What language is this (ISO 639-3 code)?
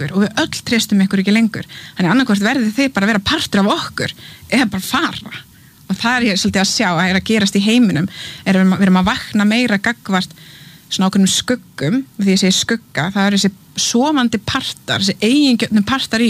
isl